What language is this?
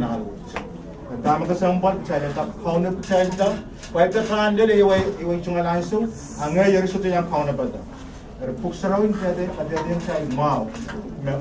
Pohnpeian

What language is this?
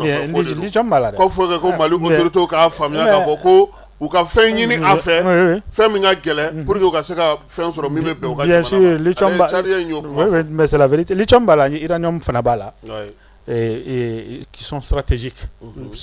Bambara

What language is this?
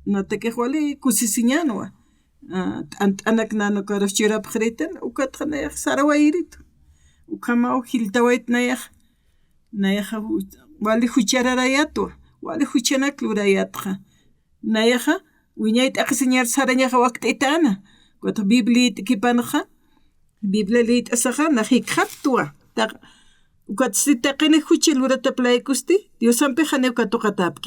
Aymara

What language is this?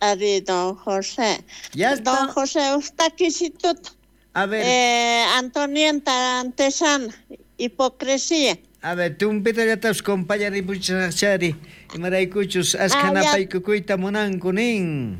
South Bolivian Quechua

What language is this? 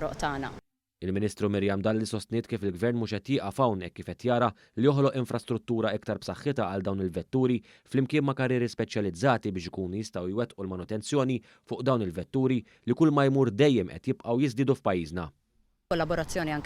Maltese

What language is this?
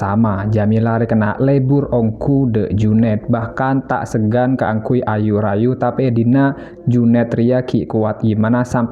Madurese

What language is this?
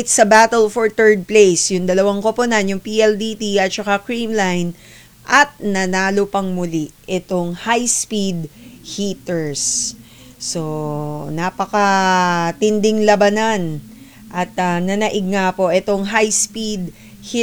Filipino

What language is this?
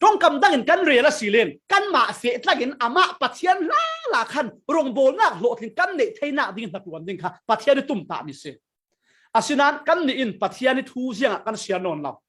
Falam Chin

